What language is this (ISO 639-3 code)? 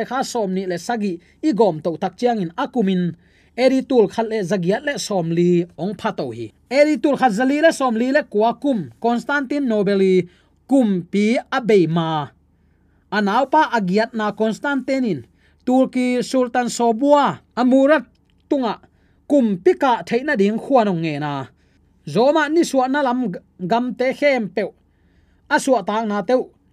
ctd